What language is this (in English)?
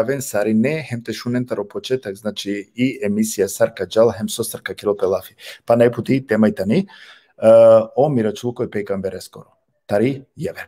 Balkan Romani